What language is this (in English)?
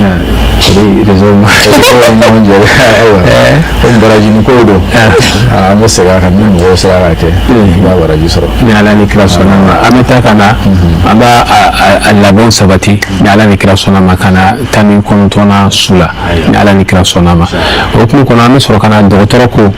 Bambara